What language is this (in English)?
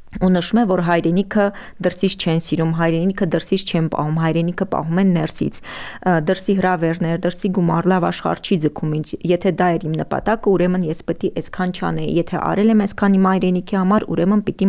Armenian